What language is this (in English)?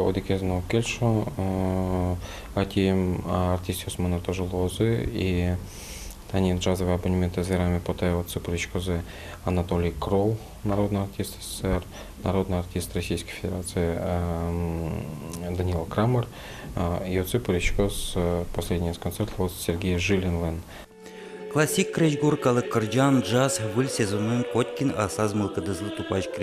Udmurt